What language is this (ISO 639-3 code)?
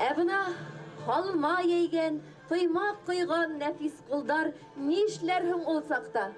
bak